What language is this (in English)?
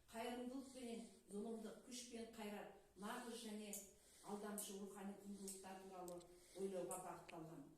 Kazakh